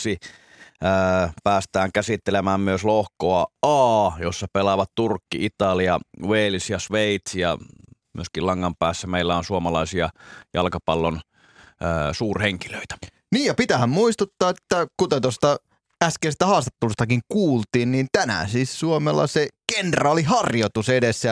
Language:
Finnish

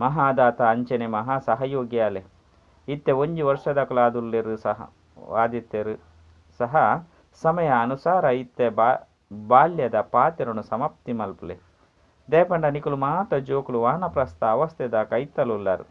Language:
Tulu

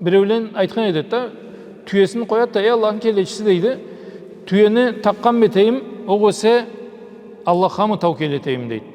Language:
Karachay-Balkar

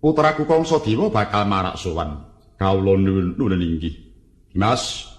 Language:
Javanese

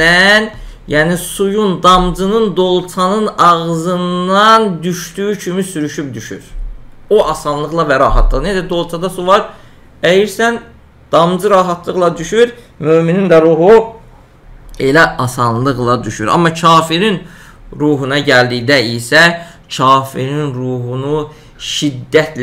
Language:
Azerbaijani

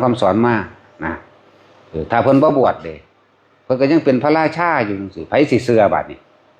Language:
Northeastern Thai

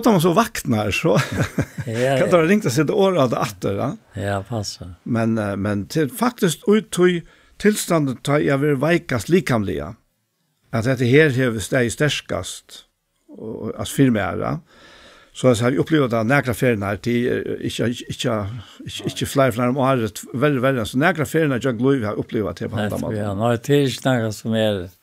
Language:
Faroese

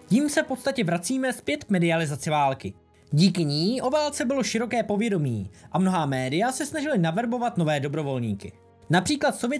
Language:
Czech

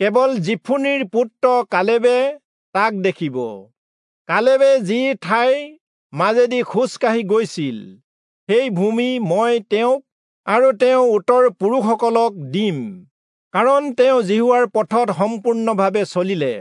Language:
Assamese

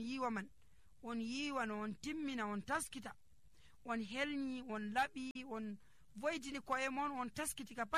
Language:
Nigerian Fulfulde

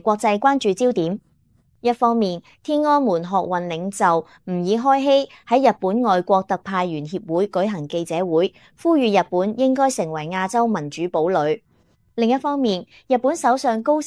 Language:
Cantonese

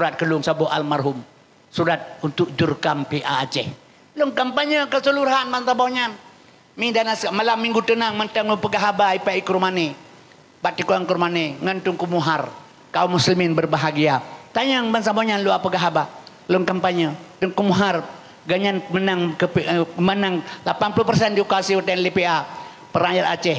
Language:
Achinese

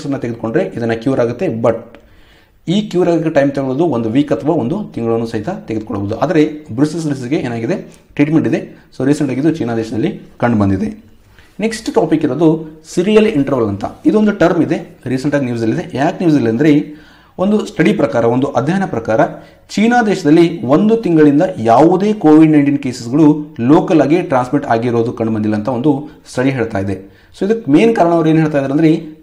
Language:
Kannada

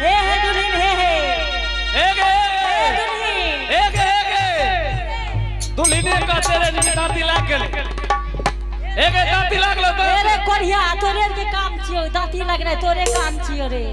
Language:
Angika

